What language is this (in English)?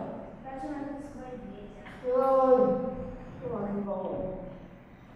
Slovak